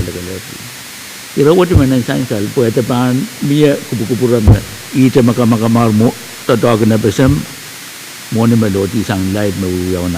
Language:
Pohnpeian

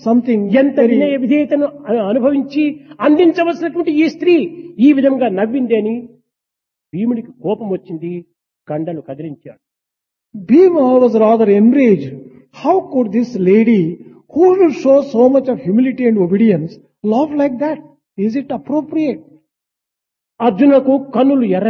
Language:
Telugu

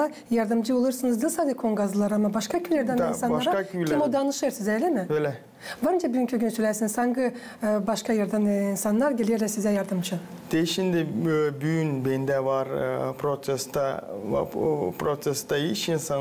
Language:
Gagauz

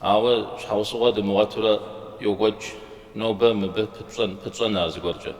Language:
Kabardian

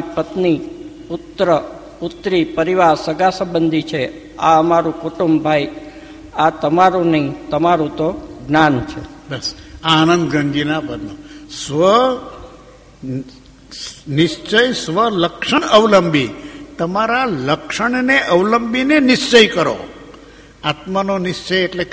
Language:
Gujarati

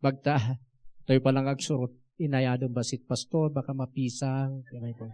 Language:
Iloko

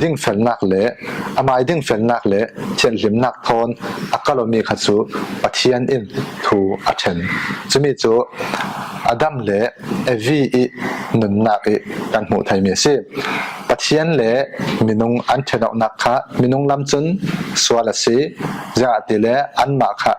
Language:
Falam Chin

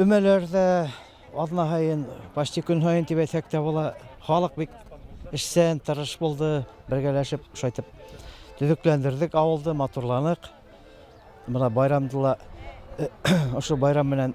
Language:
Bashkir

